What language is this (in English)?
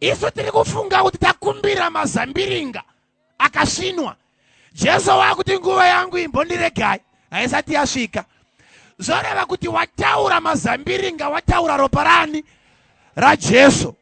Shona